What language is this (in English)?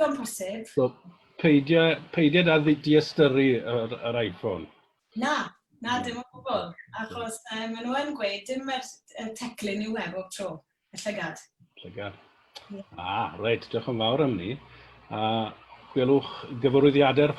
Welsh